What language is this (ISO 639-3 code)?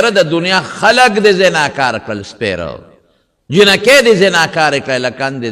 pus